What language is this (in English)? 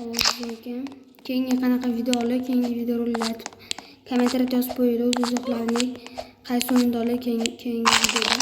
Uzbek